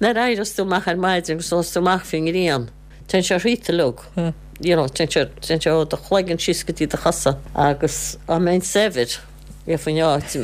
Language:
Irish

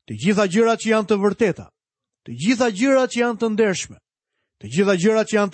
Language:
Albanian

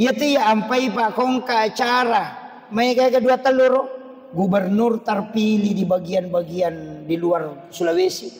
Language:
Buginese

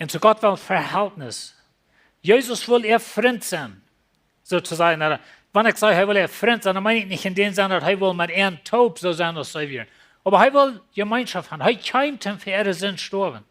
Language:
Plautdietsch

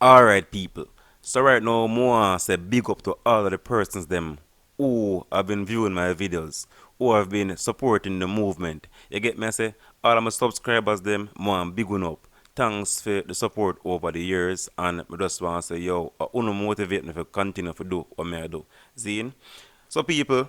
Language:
Jamaican Creole English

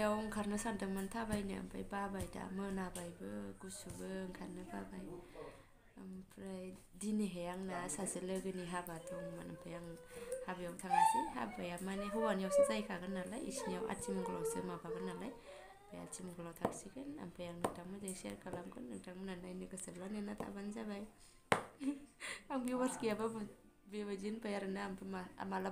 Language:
Bodo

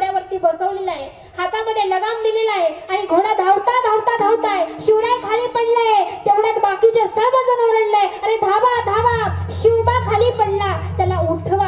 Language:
Marathi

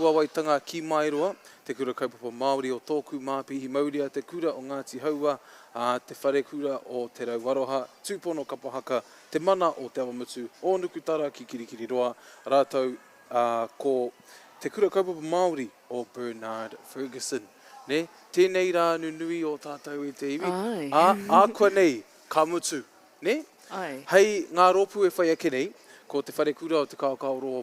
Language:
Māori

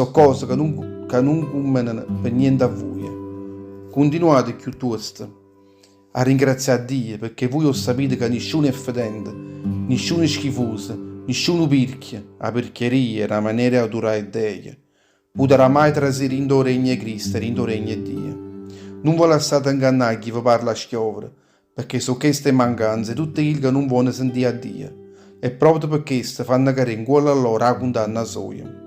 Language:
Neapolitan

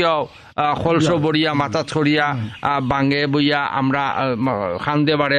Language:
Bangla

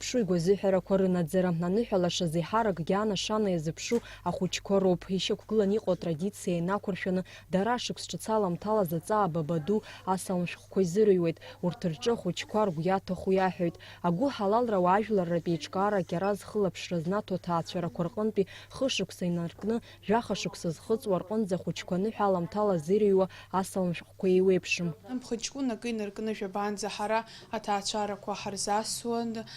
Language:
Abkhazian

